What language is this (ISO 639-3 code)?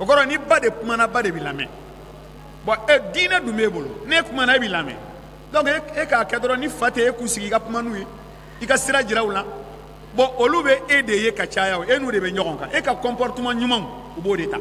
bam